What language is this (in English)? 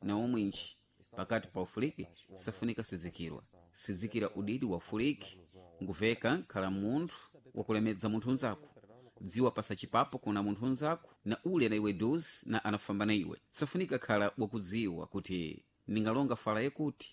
Sena